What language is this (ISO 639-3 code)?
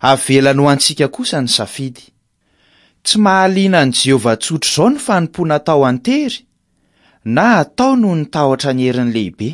mlg